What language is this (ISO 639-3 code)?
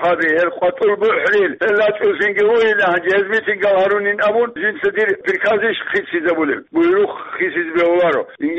ava